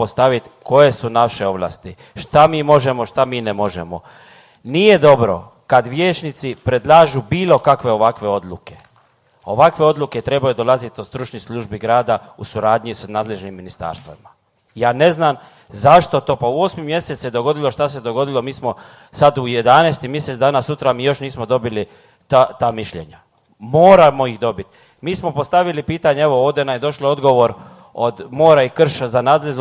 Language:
Croatian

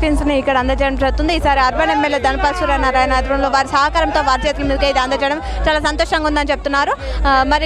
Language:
Telugu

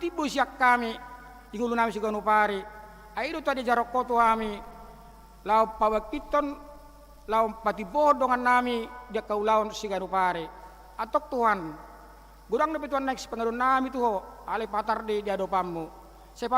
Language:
Batak Toba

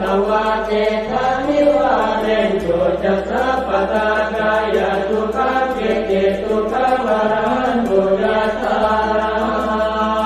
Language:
Pali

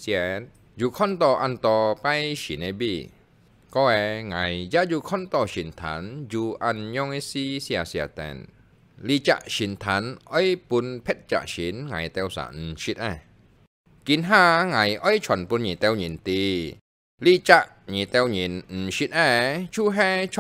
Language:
Hakka Chinese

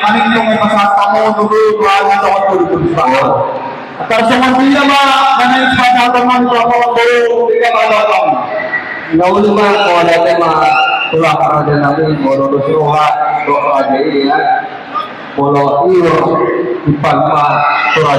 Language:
Batak Toba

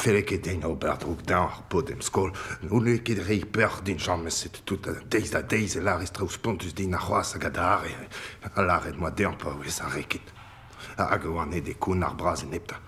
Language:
Breton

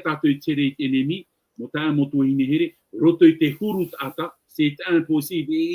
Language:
Tahitian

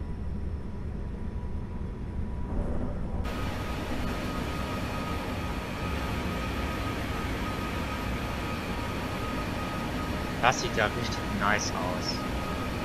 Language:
German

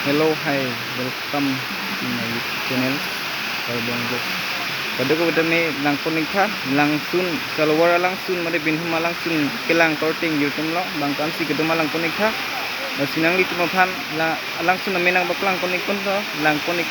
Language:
Karbi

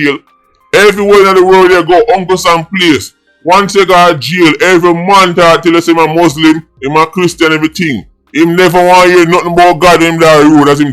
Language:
Jamaican Creole English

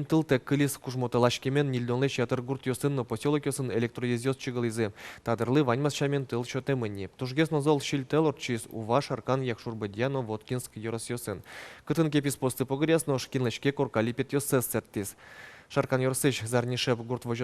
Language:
Udmurt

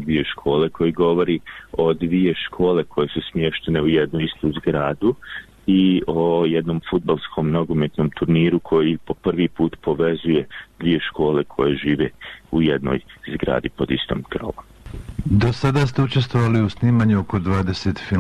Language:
Bosnian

